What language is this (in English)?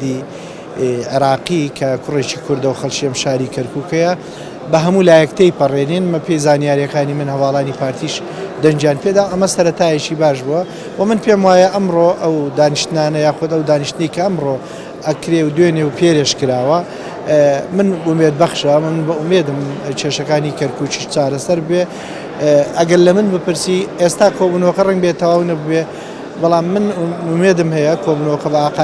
Central Kurdish